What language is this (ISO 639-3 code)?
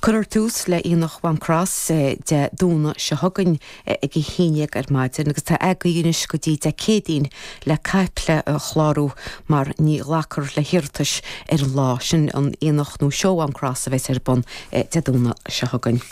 gle